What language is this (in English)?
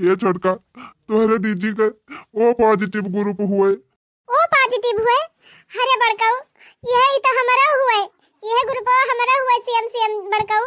Awadhi